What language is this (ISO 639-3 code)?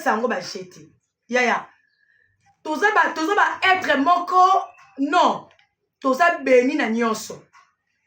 lin